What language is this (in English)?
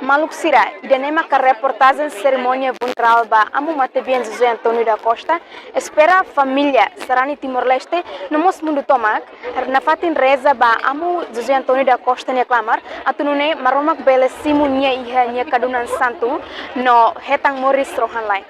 Tetum